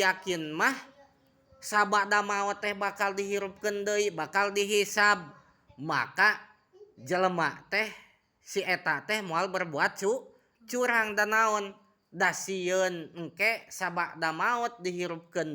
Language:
Sundanese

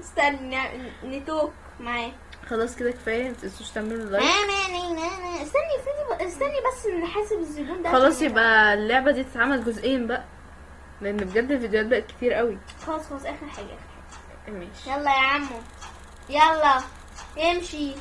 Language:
Egyptian Arabic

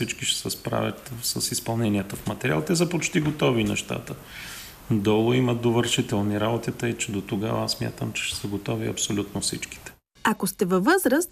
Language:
Bulgarian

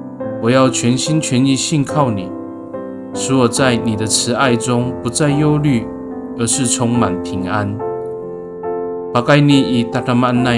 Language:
Amis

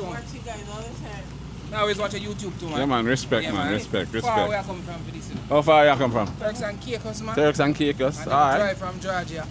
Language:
Jamaican Creole English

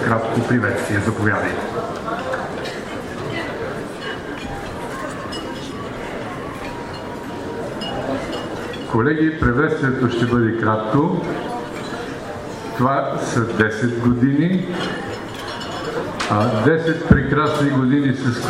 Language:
Bulgarian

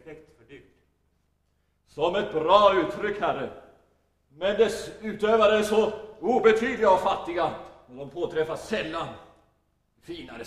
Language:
Swedish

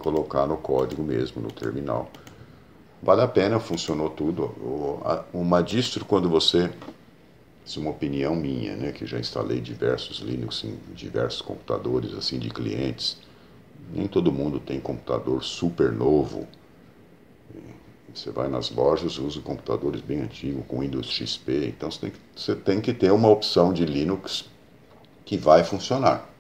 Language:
Portuguese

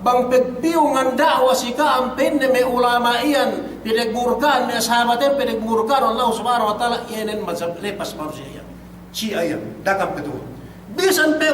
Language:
Yakan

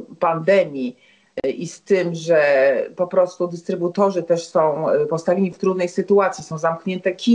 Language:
Polish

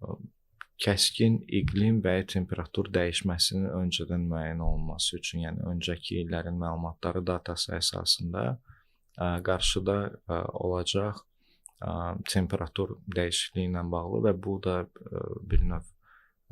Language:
Azerbaijani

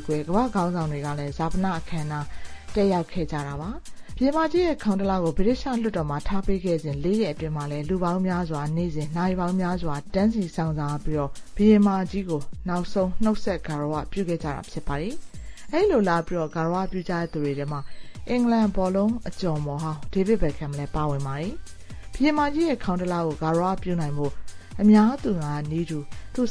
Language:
Burmese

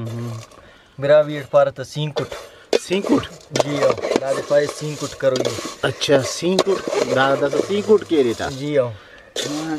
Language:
Brahui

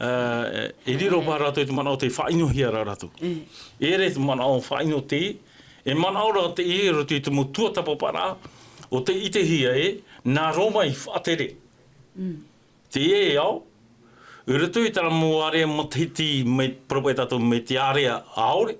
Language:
Tahitian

